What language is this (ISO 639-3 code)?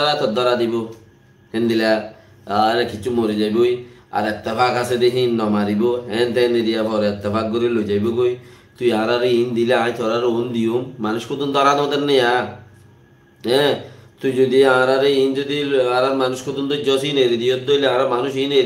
rhg